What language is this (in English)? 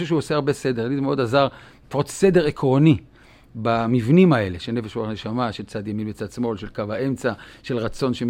Hebrew